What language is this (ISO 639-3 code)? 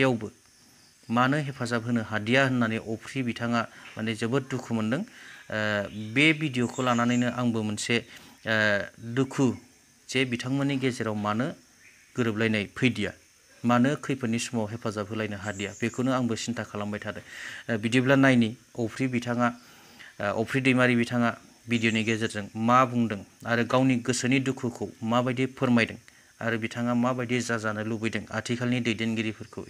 brx